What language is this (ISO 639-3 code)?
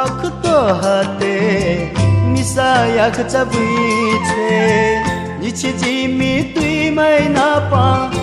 new